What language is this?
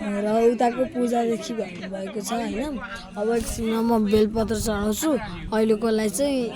Nepali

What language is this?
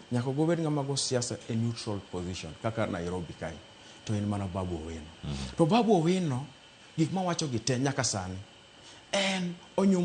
Luo (Kenya and Tanzania)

